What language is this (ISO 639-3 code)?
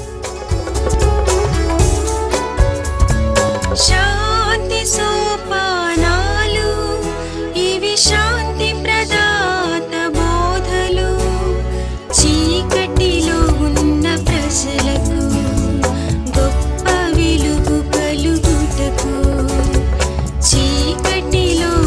tel